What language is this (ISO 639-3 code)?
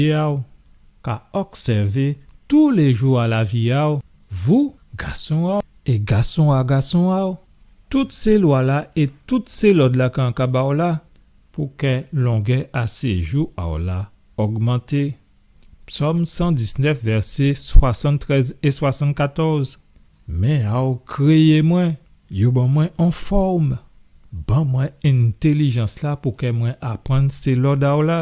gcf